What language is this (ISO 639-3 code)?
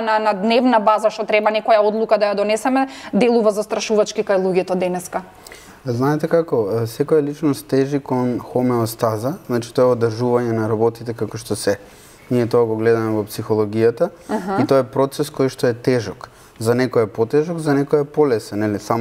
mkd